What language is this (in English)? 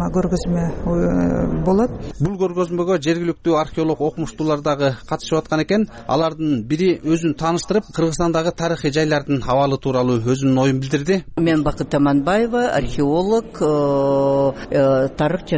Kyrgyz